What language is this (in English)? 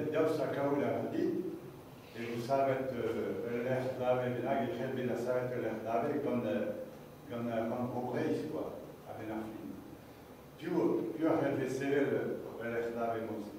Breton